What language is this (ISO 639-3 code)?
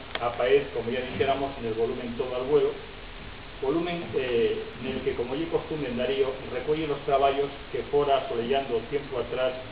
ast